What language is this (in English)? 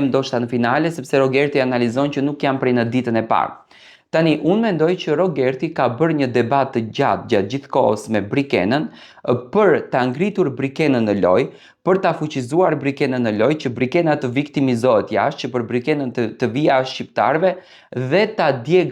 Albanian